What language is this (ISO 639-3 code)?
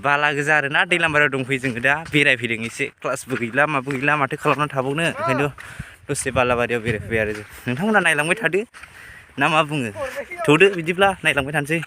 brx